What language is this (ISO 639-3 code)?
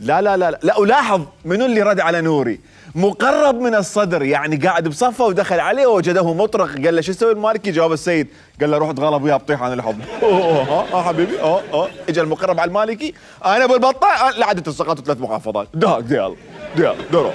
acm